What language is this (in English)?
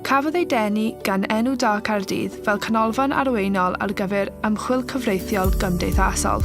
Welsh